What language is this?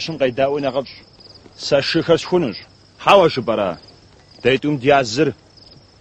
Kabardian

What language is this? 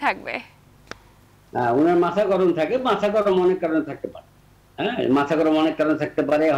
Bangla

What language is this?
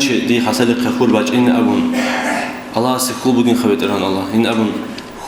Avaric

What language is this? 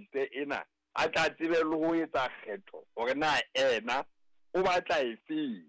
Southern Sotho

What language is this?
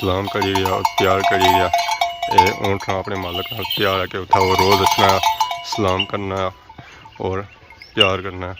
Pahari-Potwari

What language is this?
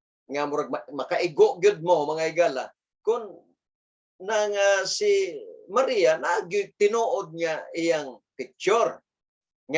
Cebuano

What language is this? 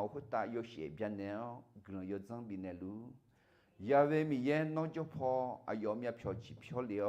Akha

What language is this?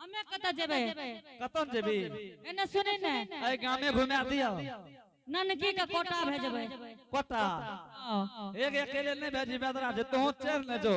Angika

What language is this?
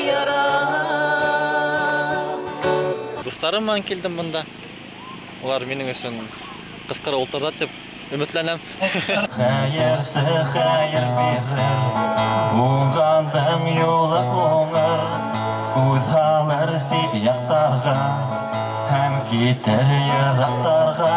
Bashkir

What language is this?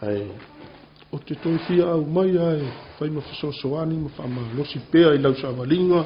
Samoan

